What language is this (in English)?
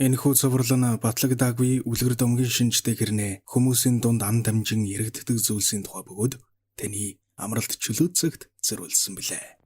Mongolian